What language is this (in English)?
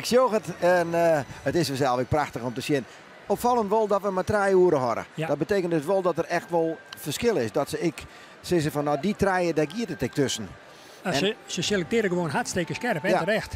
Western Frisian